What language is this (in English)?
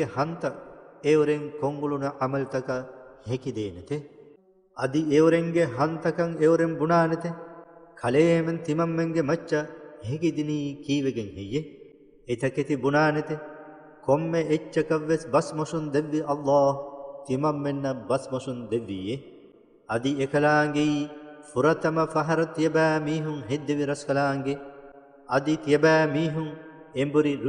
Divehi